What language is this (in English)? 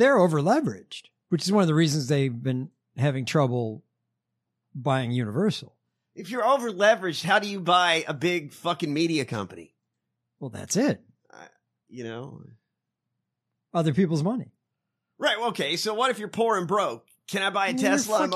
English